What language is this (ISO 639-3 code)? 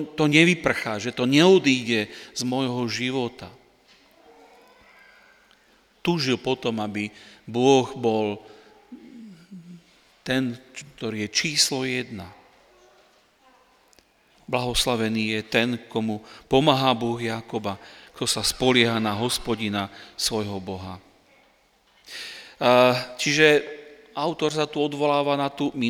slk